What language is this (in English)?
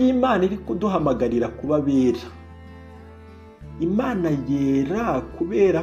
Kinyarwanda